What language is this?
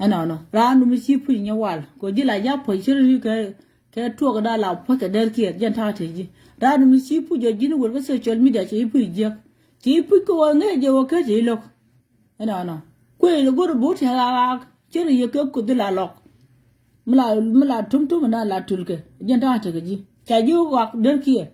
Nuer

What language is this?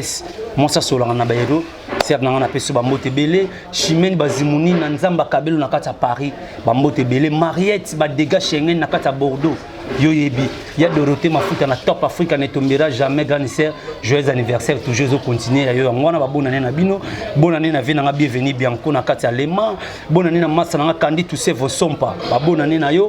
Lingala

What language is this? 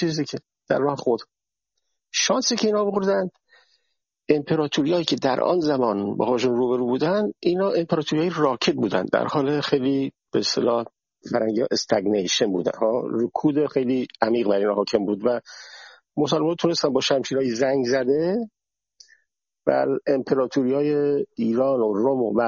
Persian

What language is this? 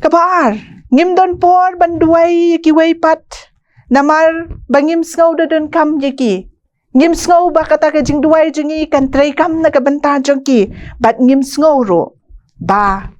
Khasi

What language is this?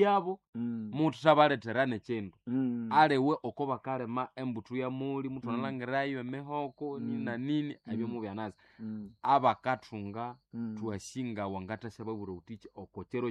Nande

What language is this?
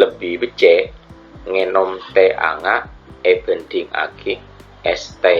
Madurese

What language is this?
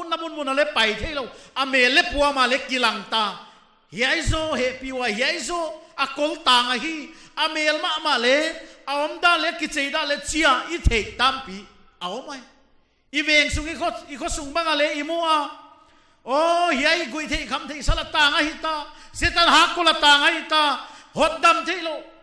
Paite Chin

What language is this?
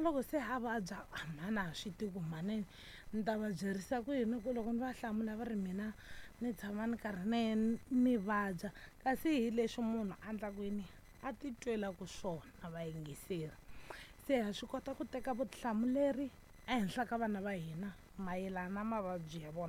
Tsonga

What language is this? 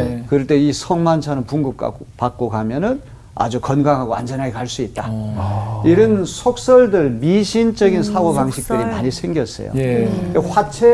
Korean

